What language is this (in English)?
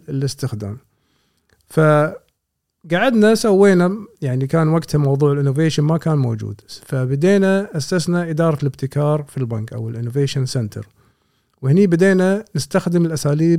Gulf Arabic